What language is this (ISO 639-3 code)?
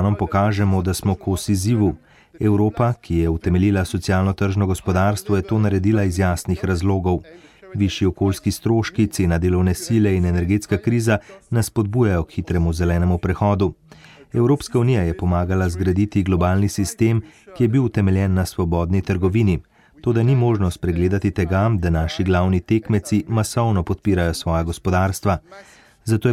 slv